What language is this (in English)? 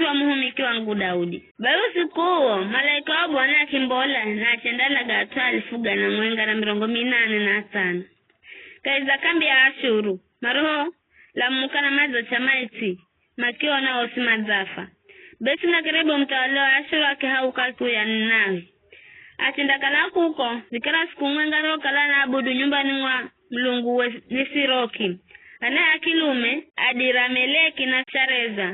Giryama